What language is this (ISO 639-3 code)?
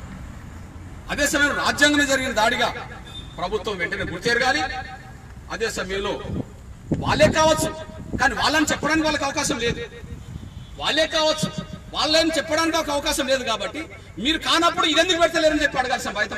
tel